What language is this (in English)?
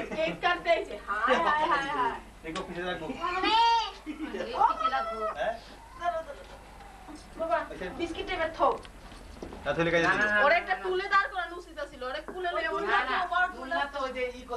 Bangla